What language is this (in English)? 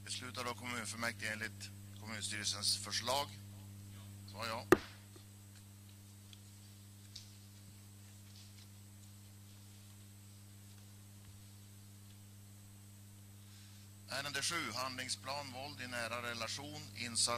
Swedish